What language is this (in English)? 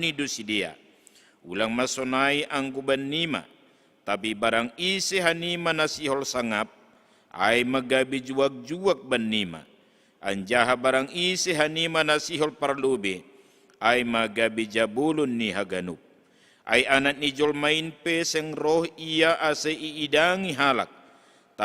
Batak Simalungun